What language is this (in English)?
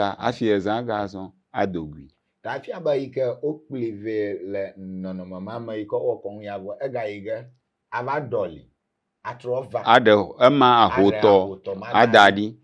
Ewe